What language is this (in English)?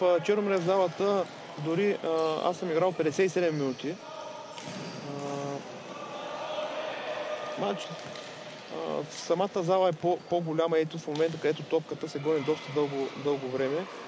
Bulgarian